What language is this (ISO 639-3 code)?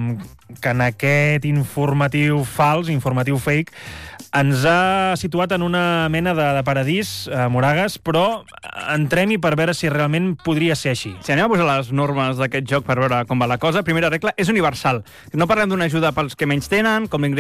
cat